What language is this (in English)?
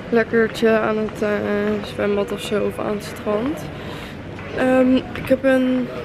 Dutch